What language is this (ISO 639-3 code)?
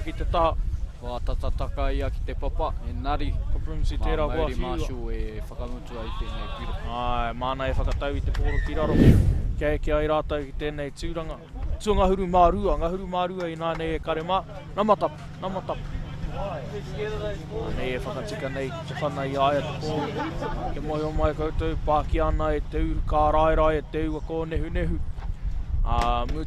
mri